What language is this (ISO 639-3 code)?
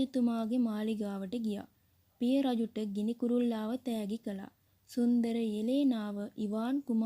sin